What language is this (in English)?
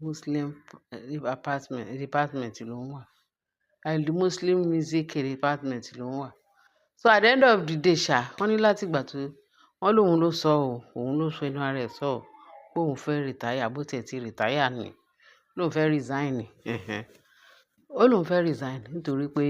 Yoruba